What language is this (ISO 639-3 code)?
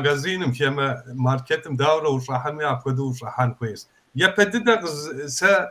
kbd